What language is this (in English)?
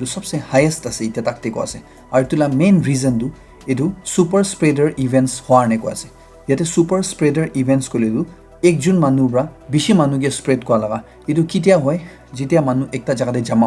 Naga Pidgin